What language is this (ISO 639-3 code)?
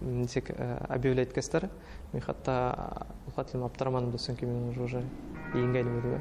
bak